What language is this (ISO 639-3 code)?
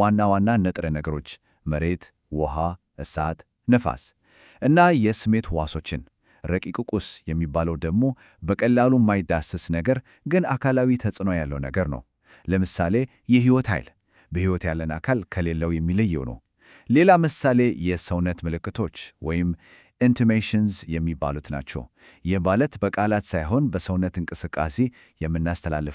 amh